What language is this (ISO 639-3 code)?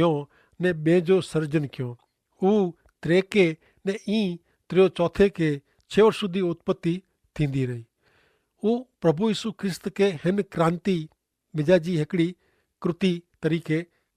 kfr